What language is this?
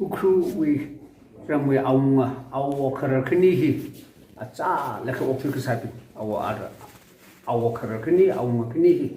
Tangkhul Naga (India)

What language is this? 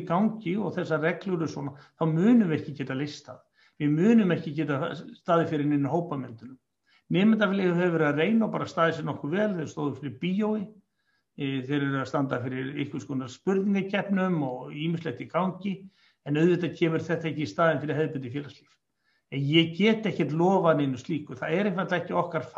Icelandic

